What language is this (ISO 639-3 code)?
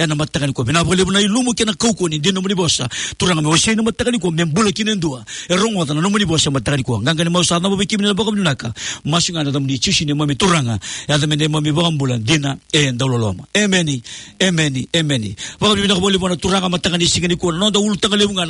fij